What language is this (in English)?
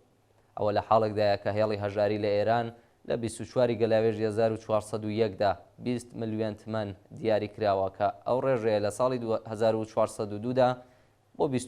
Central Kurdish